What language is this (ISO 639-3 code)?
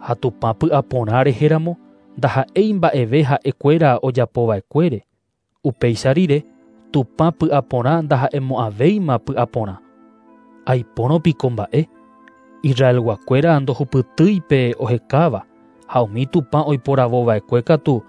grn